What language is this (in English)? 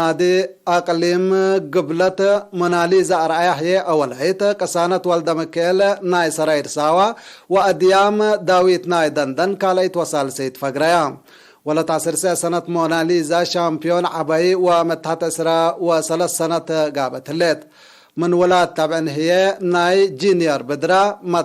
Tigre